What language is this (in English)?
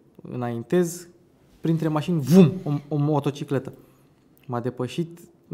Romanian